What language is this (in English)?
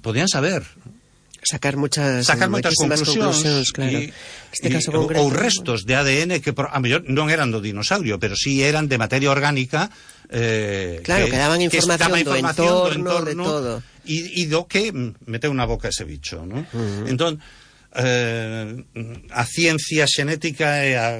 Galician